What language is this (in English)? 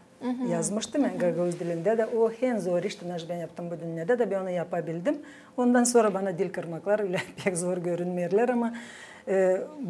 Gagauz